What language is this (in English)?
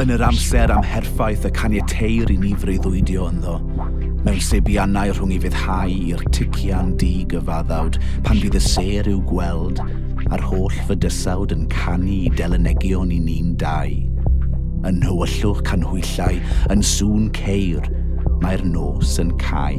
Welsh